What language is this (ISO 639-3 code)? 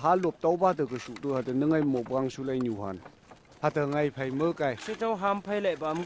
nph